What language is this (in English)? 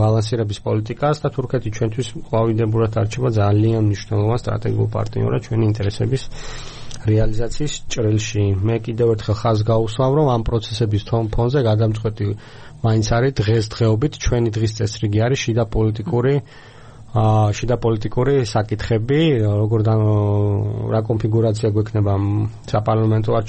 Georgian